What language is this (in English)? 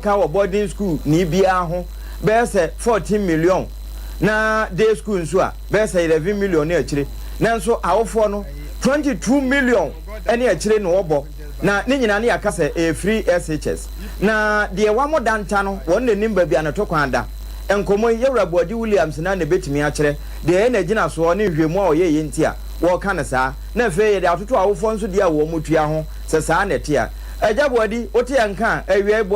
Akan